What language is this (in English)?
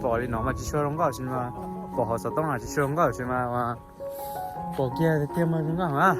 Hmong